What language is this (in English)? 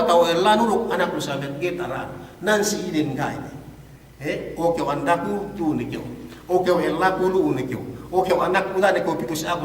Yakan